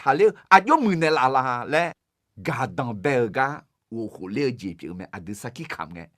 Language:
Akha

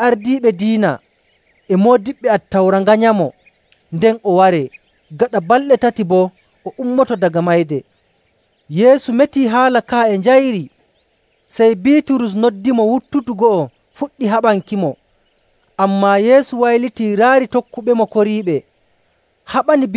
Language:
Nigerian Fulfulde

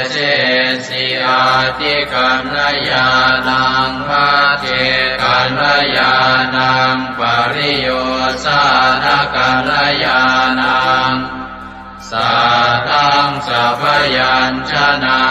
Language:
Pali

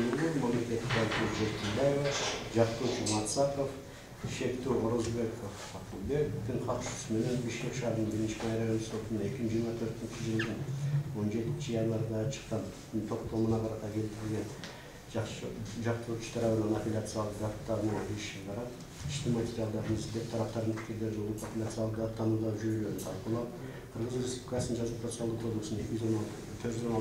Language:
Kyrgyz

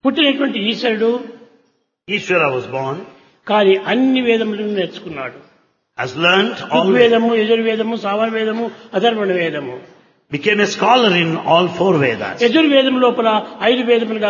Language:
Telugu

